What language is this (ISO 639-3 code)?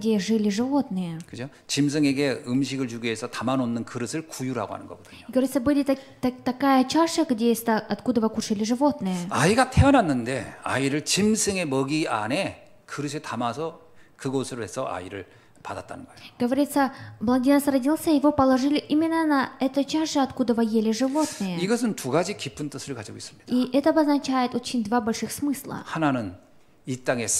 kor